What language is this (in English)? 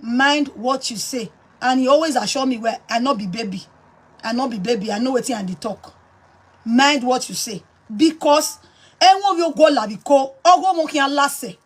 Nigerian Pidgin